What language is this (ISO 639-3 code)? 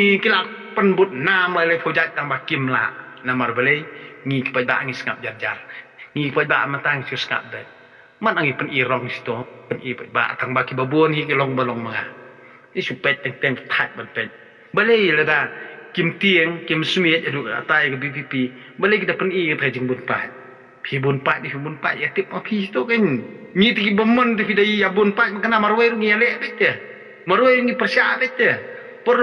kha